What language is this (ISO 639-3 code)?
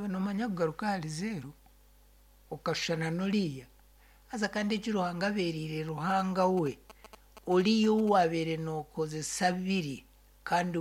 nyn